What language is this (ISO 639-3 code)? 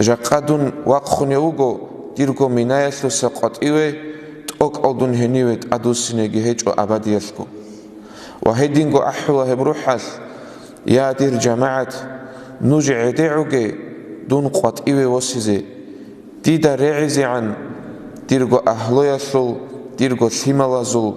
ava